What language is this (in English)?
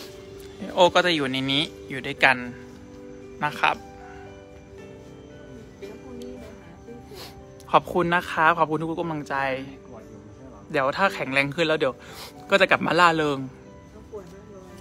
Thai